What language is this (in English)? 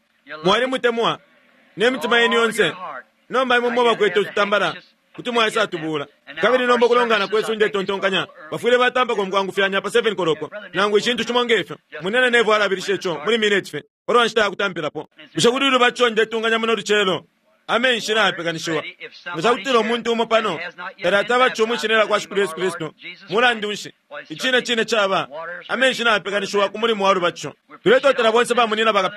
Bemba